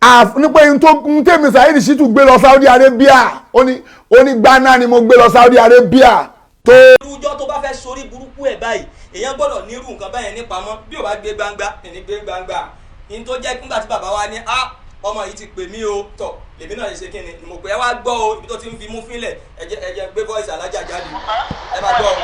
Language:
Yoruba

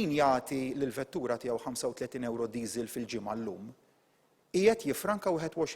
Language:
Maltese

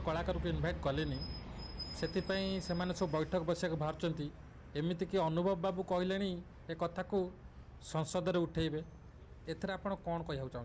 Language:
Odia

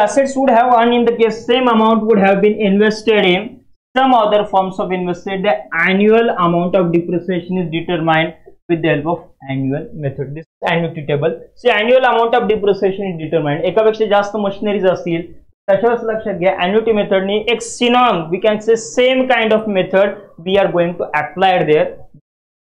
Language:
Marathi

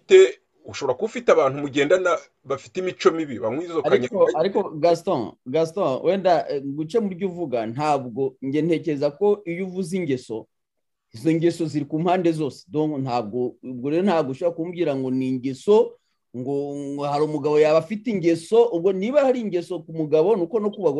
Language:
Kinyarwanda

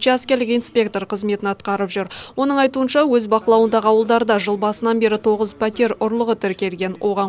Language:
Kazakh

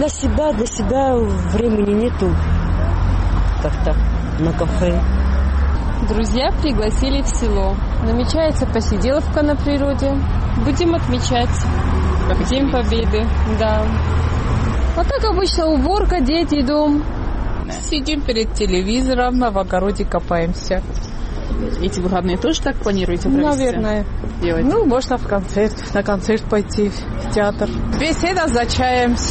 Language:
Russian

